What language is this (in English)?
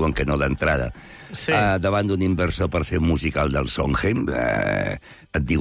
Catalan